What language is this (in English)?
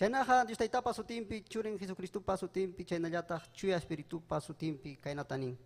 Ayacucho Quechua